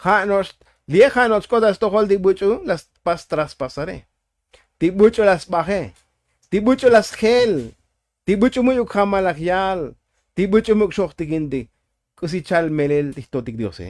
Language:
Tzotzil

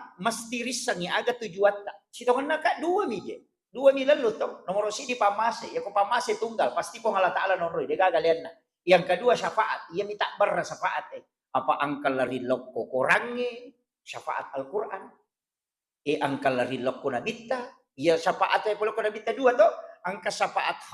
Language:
Buginese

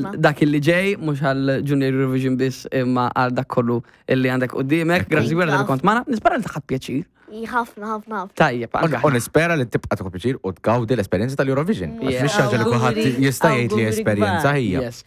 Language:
Maltese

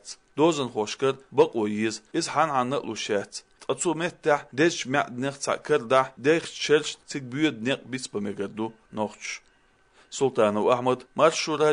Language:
Chechen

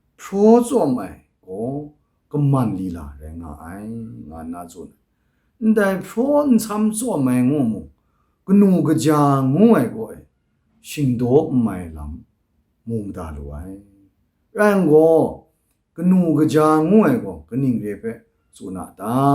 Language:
Kachin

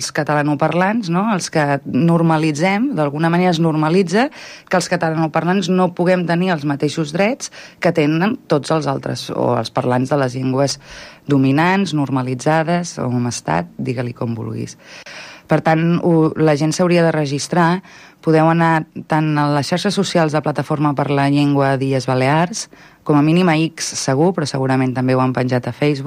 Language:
Catalan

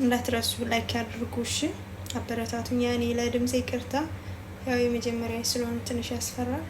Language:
Amharic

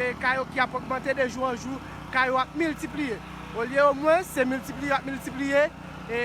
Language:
Haitian Creole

